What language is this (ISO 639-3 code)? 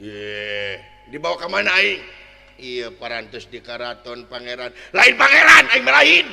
sun